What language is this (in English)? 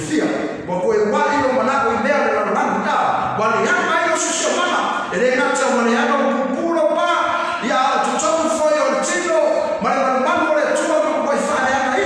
Samoan